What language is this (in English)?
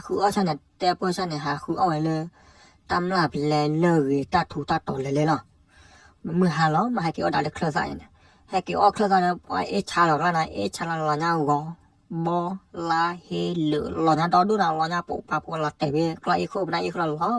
S'gaw Karen